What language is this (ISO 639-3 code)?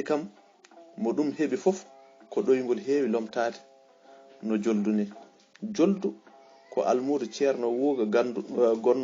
ful